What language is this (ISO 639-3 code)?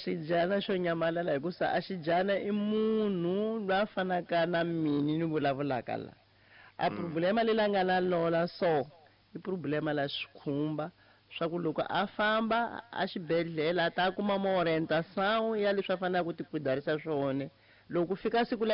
tso